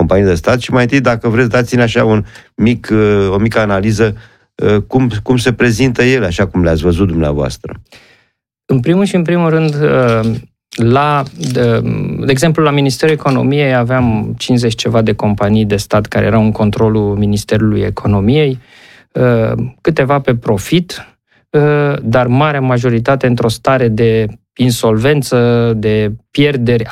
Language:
Romanian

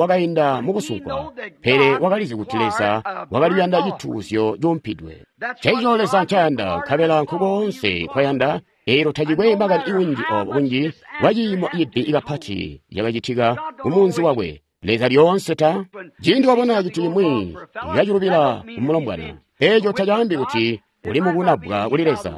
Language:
Tonga (Zambia)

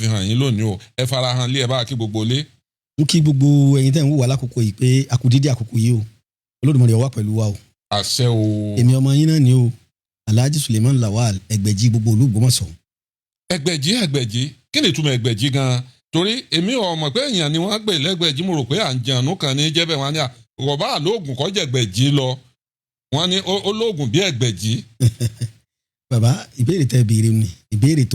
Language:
Yoruba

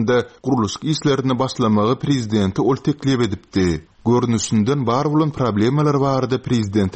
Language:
Turkmen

